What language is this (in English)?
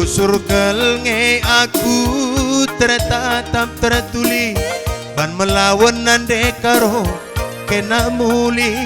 Batak Karo